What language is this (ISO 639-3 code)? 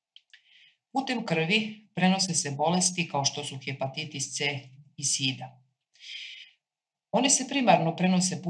srp